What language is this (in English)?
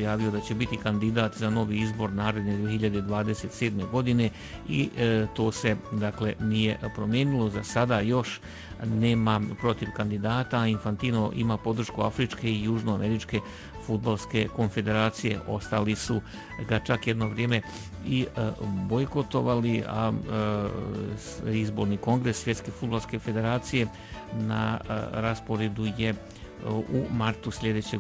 Bosnian